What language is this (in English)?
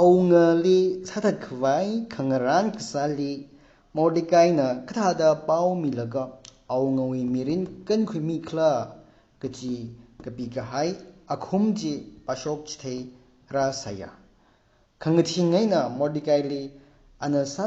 Tangkhul Naga (India)